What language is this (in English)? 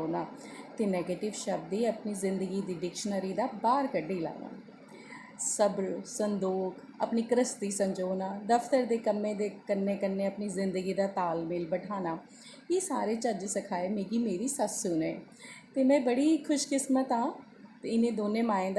Dogri